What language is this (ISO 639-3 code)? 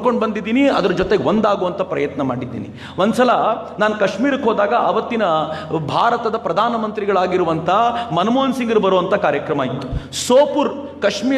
kan